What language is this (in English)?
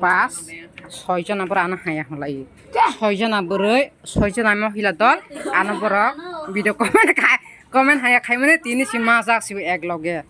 Kok Borok